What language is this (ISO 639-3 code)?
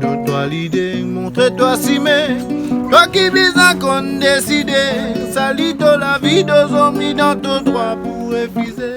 rcf